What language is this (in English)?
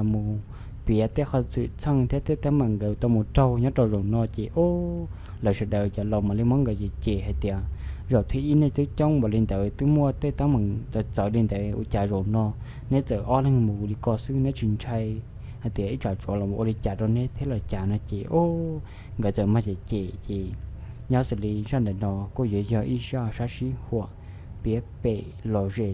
Hmong